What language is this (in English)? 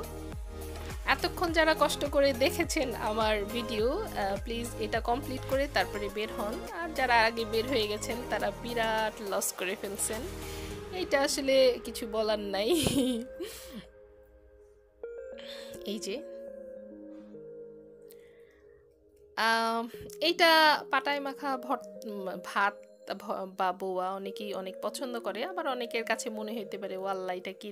Bangla